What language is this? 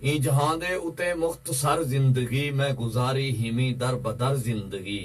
Saraiki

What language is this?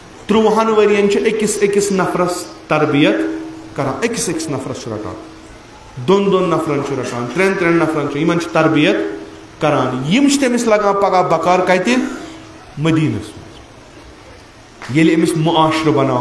Kashmiri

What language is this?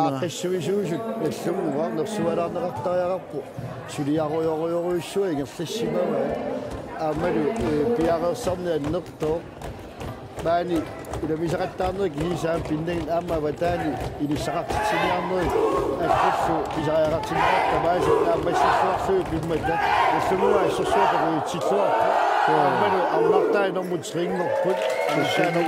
Kalaallisut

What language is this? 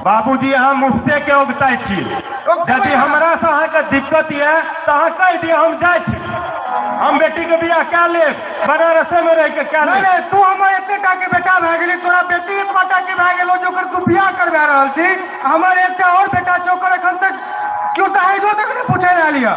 Maithili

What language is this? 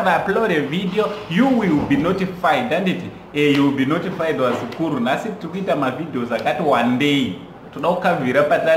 Shona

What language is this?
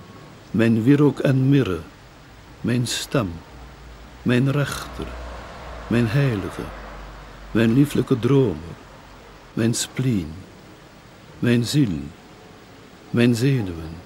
Dutch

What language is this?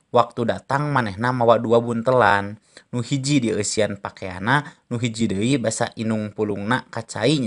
Sundanese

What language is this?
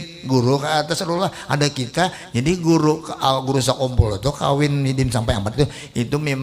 Banjar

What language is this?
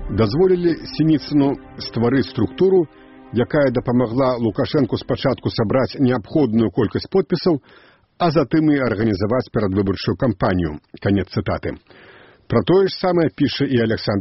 Belarusian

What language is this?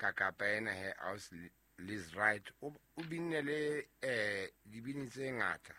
Southern Sotho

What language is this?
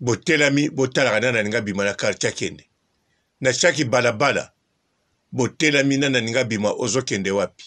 Lingala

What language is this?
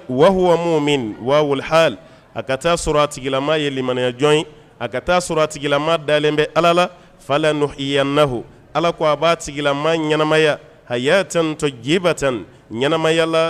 Bambara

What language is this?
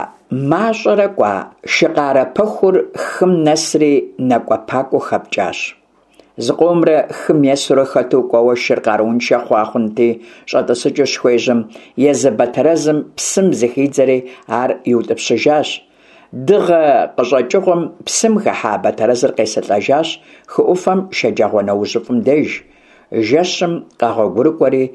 Kabardian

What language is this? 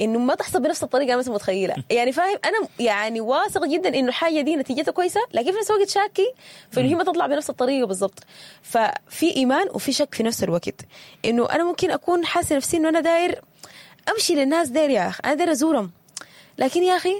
Sudanese Arabic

